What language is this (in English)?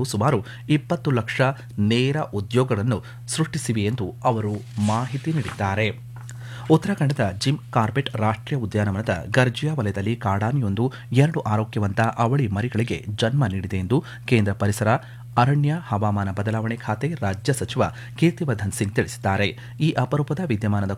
Kannada